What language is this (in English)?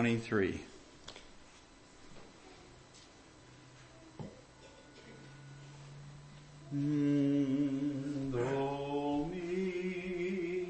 English